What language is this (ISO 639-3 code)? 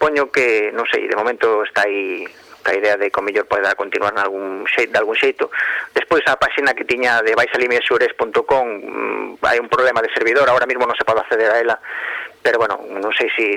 glg